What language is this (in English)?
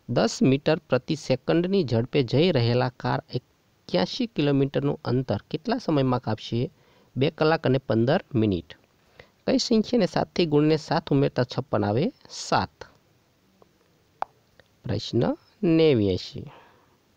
Gujarati